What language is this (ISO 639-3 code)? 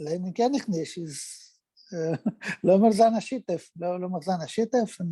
yid